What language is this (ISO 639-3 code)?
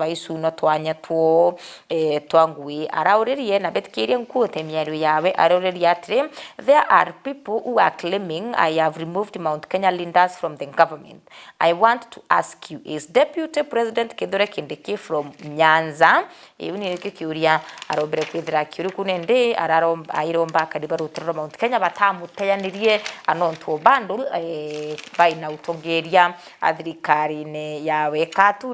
mer